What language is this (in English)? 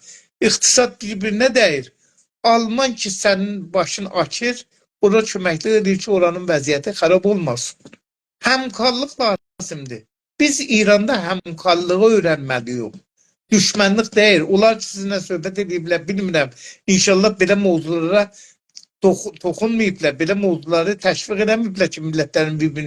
South Azerbaijani